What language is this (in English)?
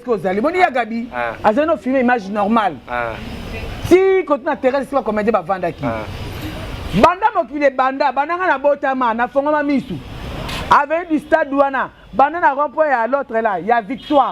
Lingala